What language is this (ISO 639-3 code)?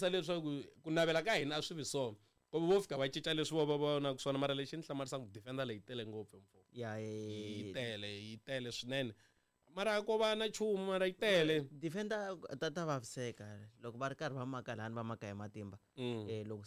tso